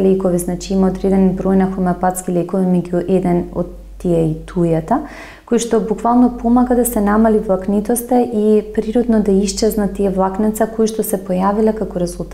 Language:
Macedonian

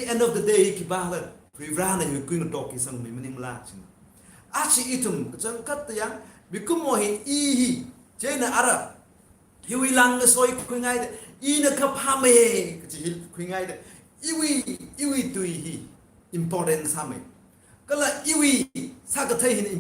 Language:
Tangkhul Naga (India)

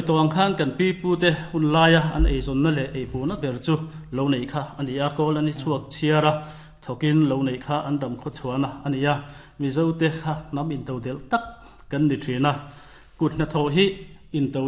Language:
Mizo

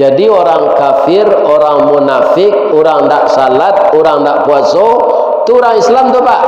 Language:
Minangkabau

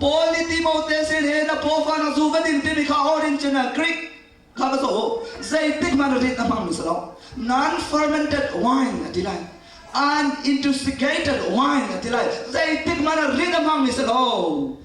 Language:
Hakha Chin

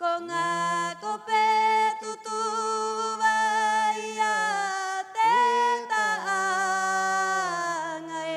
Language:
Rapanui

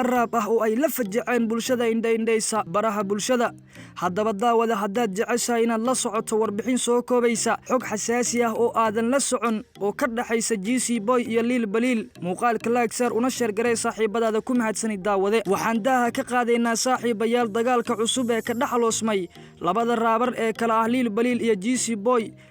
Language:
Somali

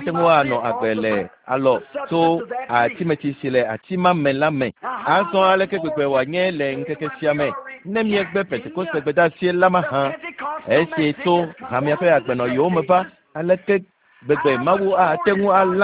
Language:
Ewe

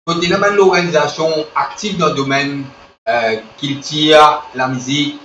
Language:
Morisyen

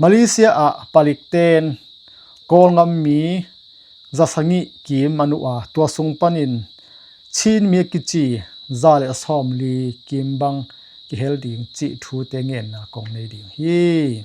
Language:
Tedim Chin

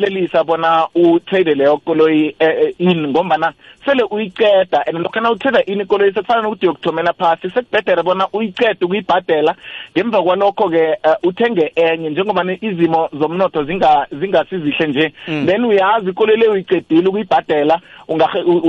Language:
South Ndebele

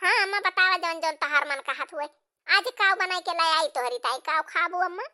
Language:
Awadhi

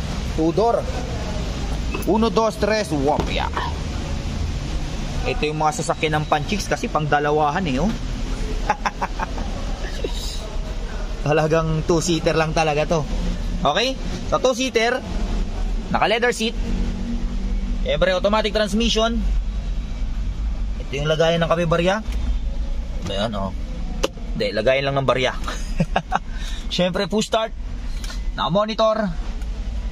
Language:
Filipino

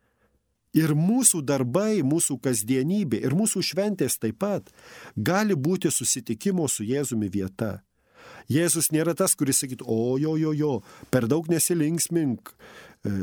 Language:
Lithuanian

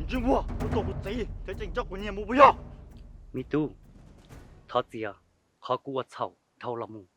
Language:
Hmong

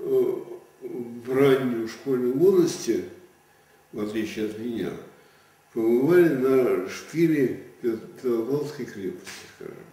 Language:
Russian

